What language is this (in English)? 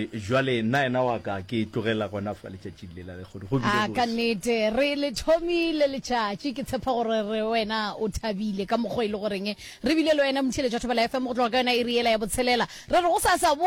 Northern Sotho